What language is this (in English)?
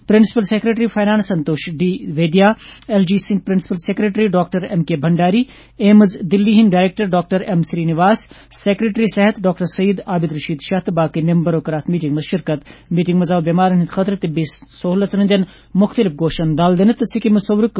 Kashmiri